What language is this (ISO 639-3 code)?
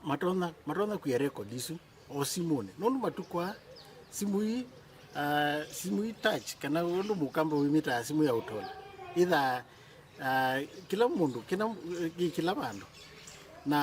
kam